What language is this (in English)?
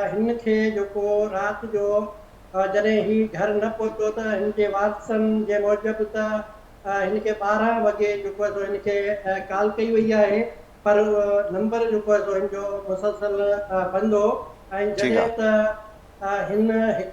Sindhi